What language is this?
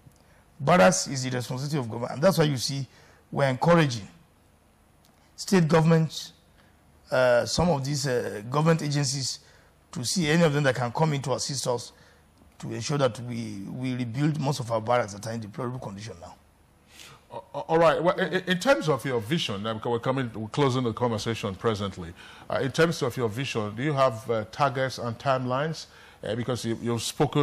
English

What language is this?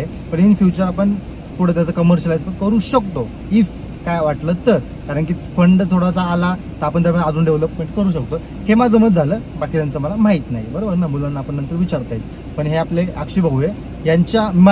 Marathi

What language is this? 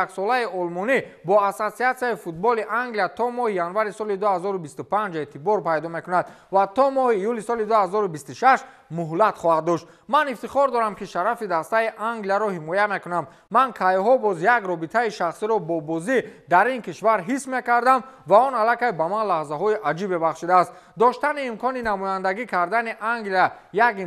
Tajik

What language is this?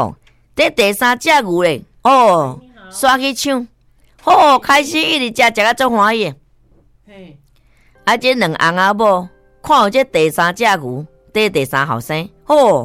Min Nan Chinese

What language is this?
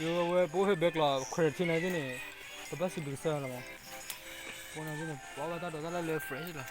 S'gaw Karen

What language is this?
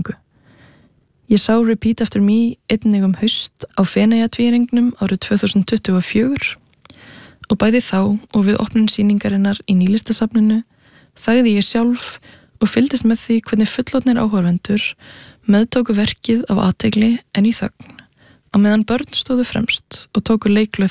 Icelandic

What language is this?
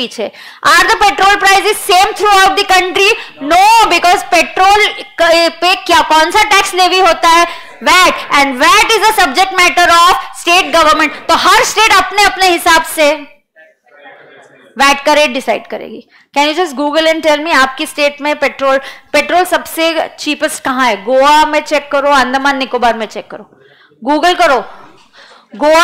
Hindi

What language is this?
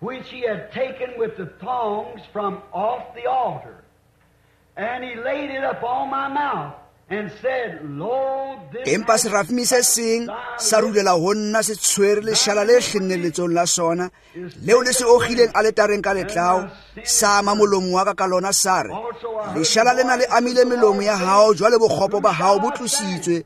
Tswana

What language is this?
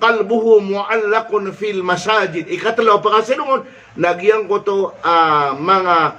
Maranao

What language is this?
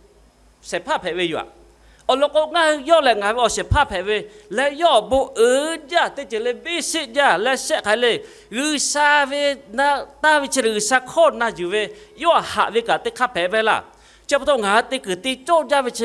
Lahu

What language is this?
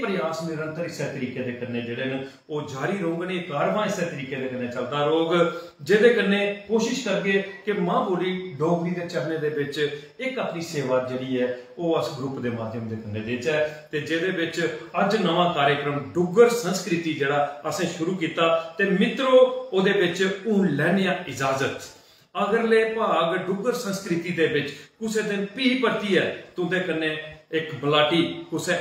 Dogri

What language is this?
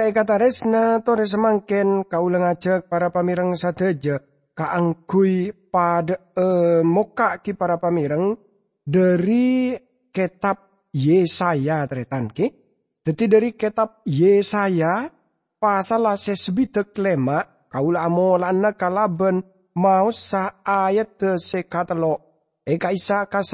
Madurese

